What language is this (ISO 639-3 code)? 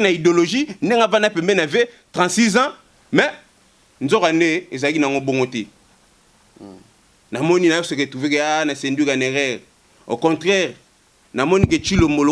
lin